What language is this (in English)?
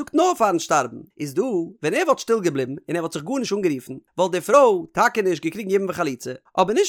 Yiddish